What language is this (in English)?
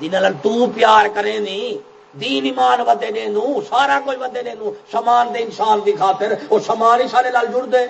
Saraiki